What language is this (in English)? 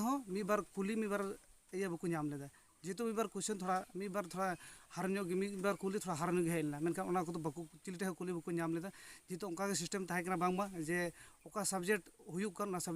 Santali